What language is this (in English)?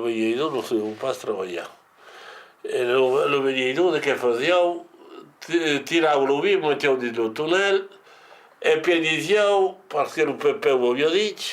Occitan